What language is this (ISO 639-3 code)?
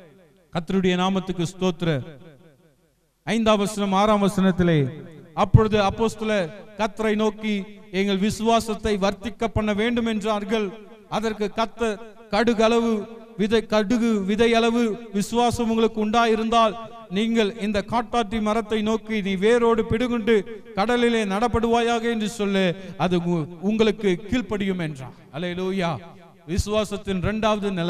tam